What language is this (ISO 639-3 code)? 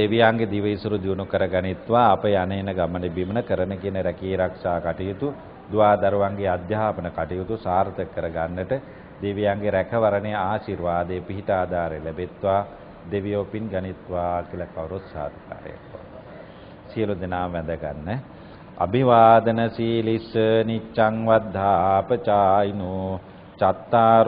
sin